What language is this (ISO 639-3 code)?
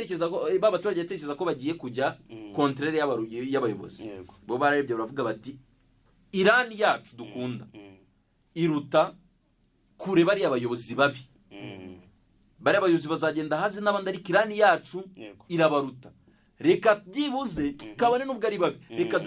kin